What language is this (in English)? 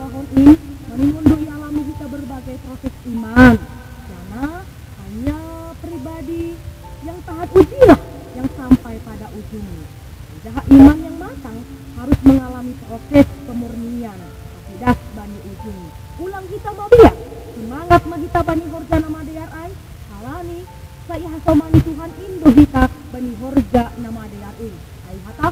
Batak Simalungun